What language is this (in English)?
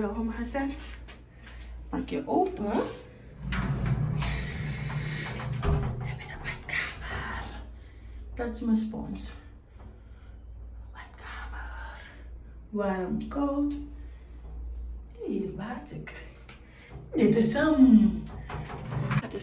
Dutch